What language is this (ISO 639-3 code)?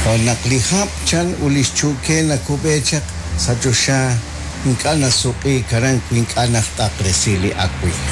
kek